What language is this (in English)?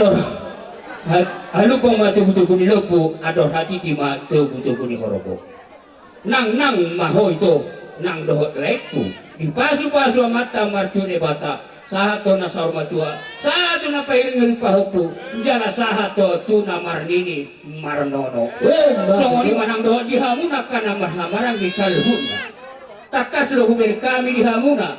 Batak Toba